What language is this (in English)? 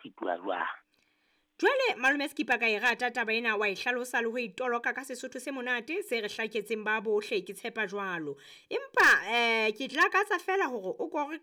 Southern Sotho